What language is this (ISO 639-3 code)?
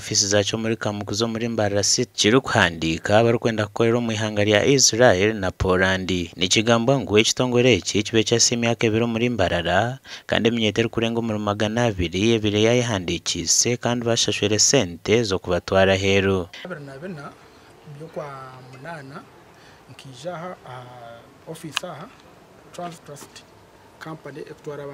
nyn